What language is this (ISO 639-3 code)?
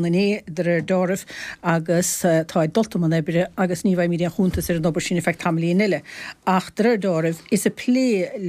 gle